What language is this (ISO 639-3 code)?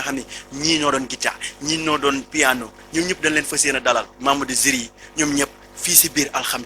wol